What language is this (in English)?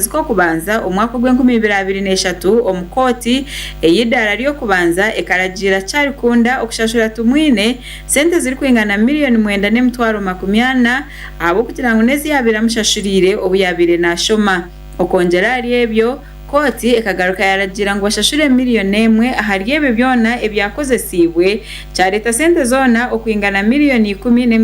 Nyankole